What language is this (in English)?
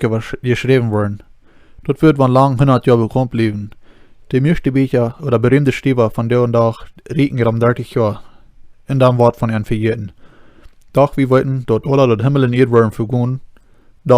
Plautdietsch